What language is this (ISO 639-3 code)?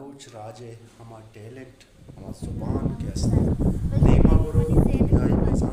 bal